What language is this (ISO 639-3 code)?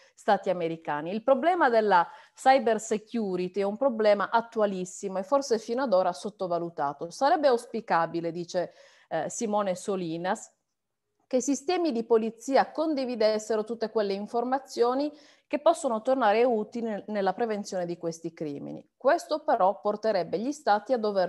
ita